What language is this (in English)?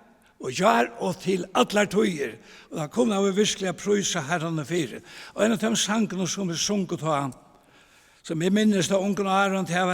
Faroese